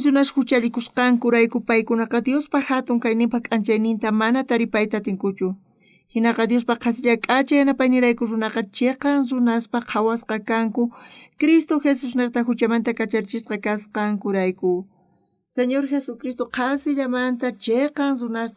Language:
South Bolivian Quechua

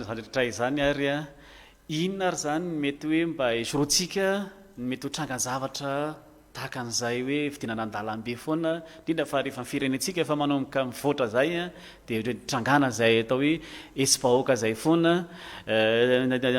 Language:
Malagasy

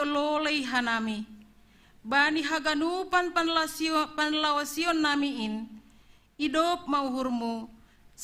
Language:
Batak Simalungun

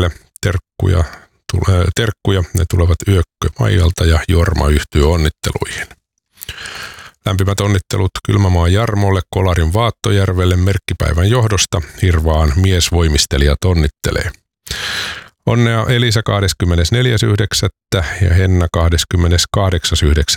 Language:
Finnish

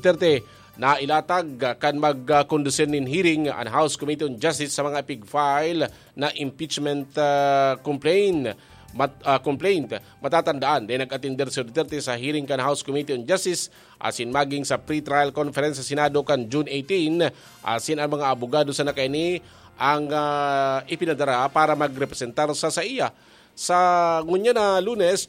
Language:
Bikol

